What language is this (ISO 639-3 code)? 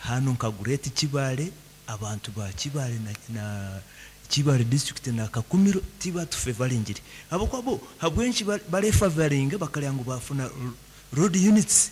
nyn